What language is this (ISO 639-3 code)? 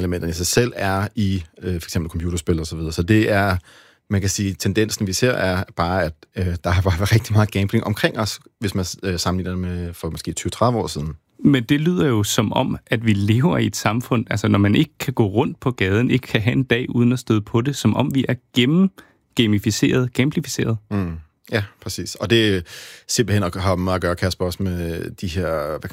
dan